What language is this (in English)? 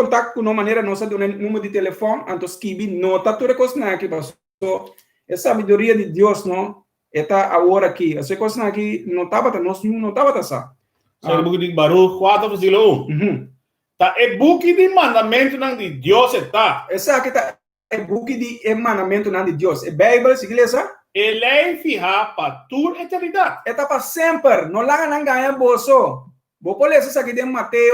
Papiamento